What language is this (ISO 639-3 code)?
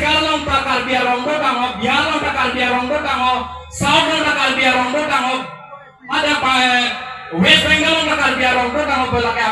mjw